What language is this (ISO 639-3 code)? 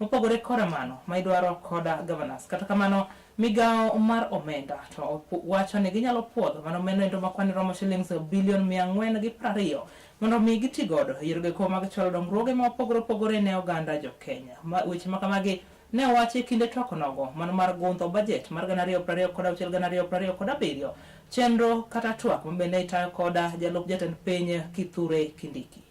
luo